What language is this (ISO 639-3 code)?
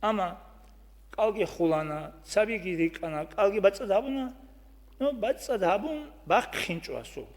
ava